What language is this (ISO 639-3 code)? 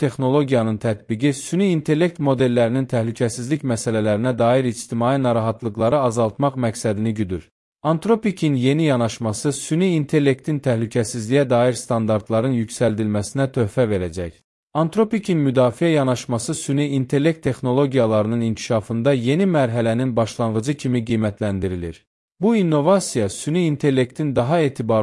aze